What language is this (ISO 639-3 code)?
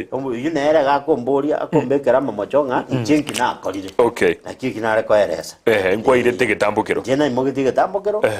guz